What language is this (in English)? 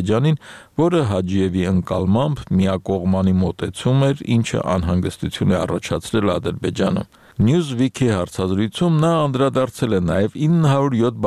Armenian